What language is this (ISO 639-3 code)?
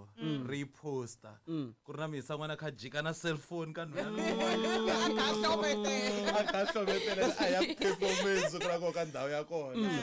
tso